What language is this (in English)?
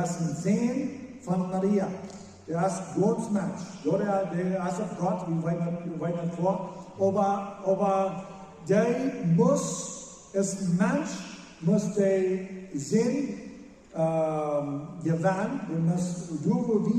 Plautdietsch